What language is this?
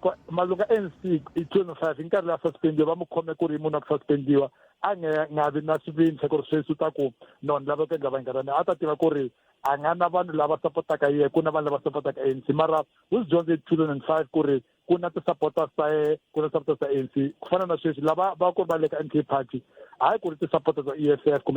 Tsonga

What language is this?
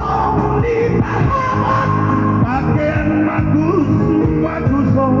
Batak Simalungun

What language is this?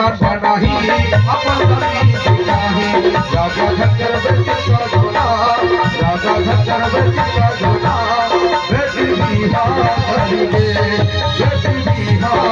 Chhattisgarhi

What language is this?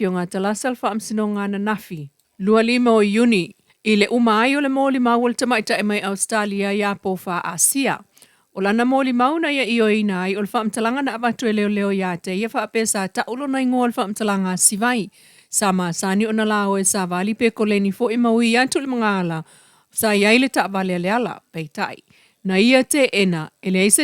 Samoan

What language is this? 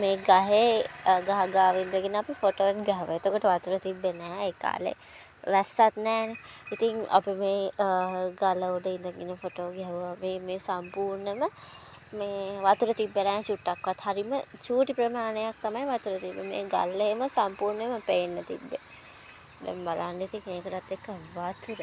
Sinhala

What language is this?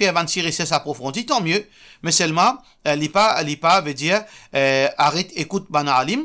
Morisyen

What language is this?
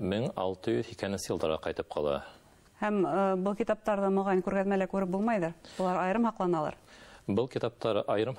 Bashkir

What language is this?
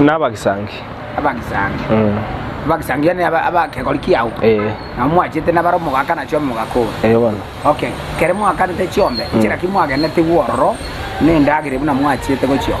Gusii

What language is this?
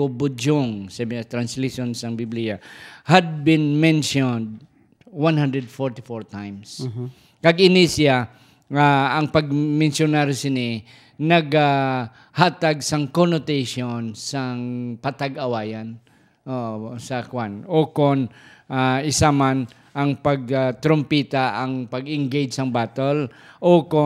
Hiligaynon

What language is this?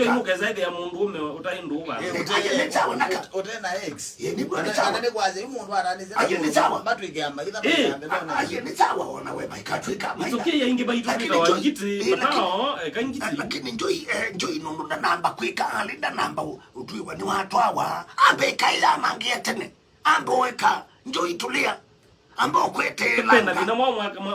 Kamba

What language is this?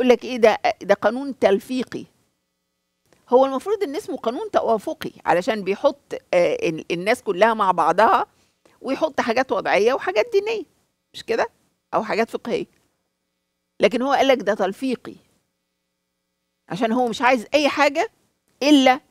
Egyptian Arabic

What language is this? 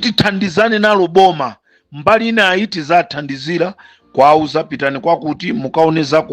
Nyanja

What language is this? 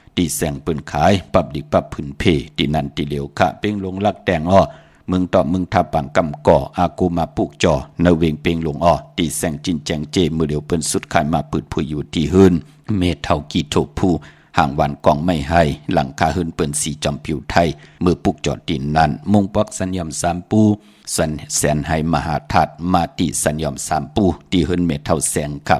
Shan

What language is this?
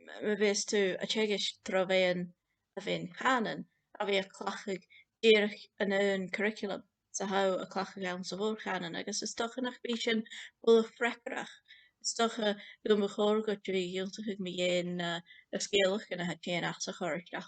Scottish Gaelic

